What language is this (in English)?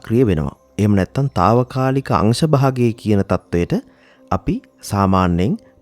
Sinhala